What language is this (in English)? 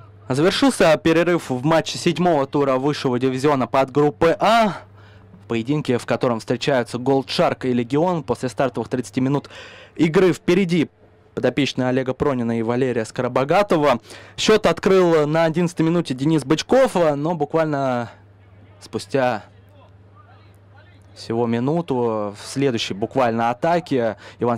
Russian